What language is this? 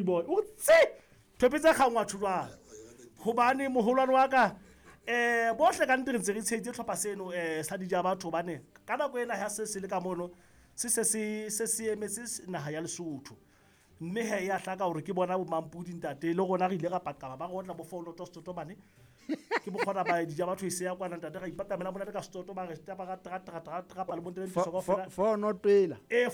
Southern Sotho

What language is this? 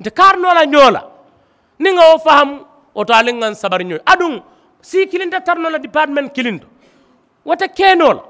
Mandingo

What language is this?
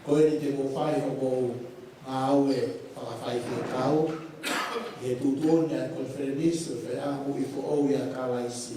Tongan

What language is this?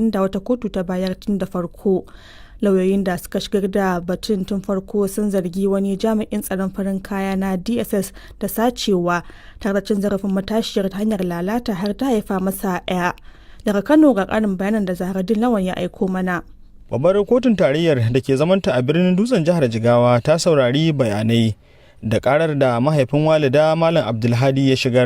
Hausa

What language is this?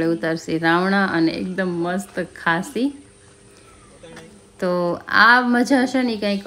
Gujarati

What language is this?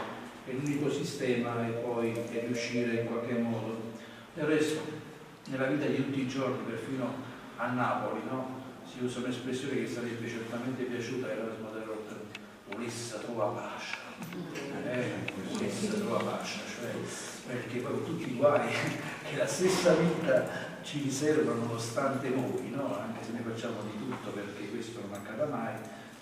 Italian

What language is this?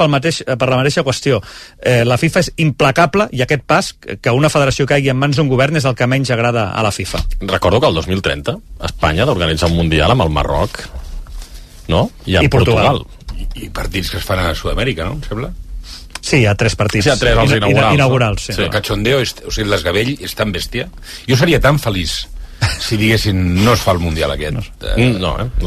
Catalan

